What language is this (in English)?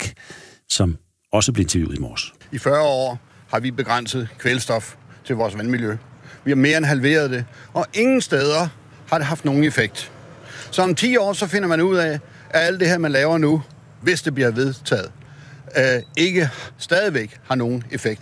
Danish